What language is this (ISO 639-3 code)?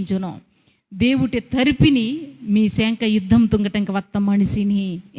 kff